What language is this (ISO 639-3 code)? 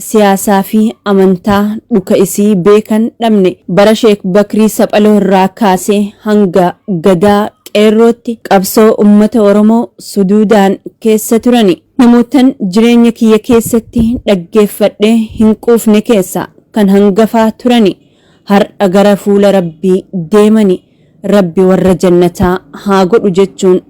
orm